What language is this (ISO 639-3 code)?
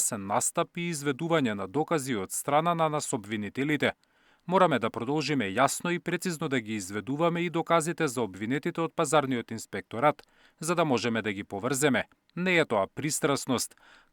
mkd